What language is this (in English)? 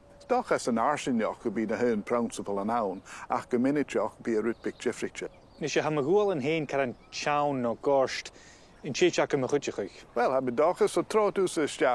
Scottish Gaelic